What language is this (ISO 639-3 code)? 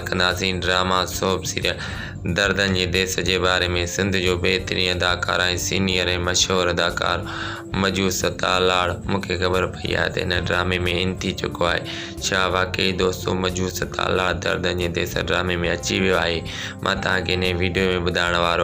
snd